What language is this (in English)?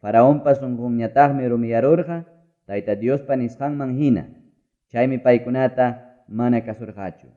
Ayacucho Quechua